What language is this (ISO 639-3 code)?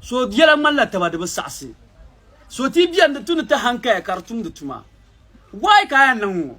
dag